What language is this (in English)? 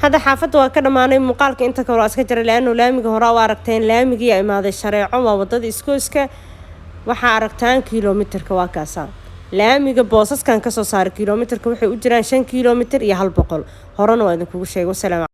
Somali